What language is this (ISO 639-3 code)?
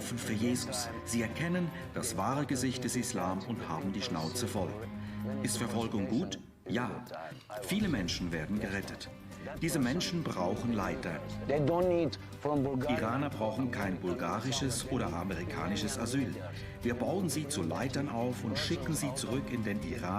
gsw